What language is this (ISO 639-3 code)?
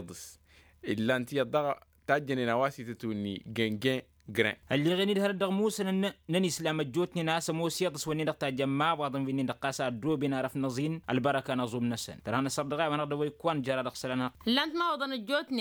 taq